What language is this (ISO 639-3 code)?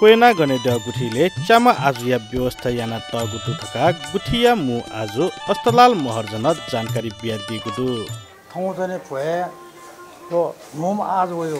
new